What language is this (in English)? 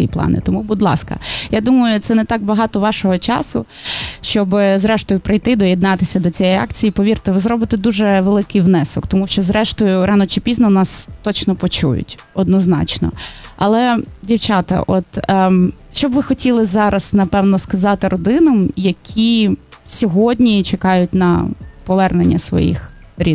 Ukrainian